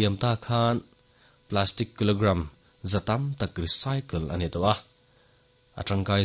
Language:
Mizo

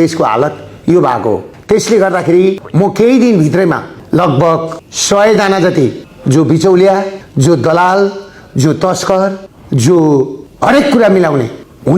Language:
Nepali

